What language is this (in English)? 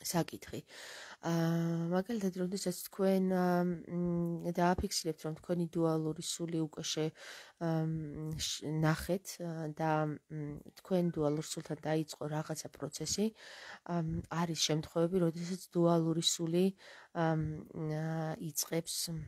Georgian